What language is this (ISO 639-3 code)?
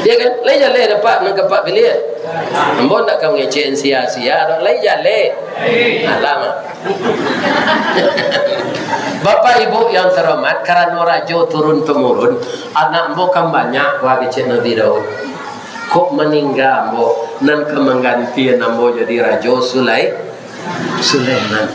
min